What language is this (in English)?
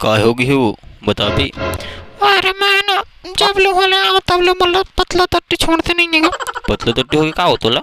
Chhattisgarhi